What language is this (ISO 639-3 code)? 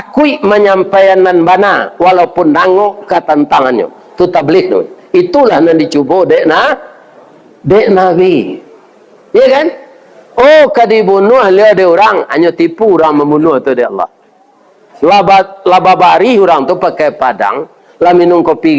min